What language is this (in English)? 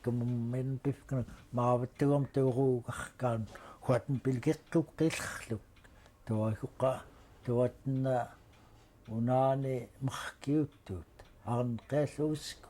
Central Yupik